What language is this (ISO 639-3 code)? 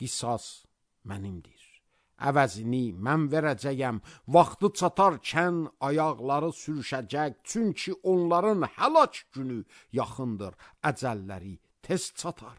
aze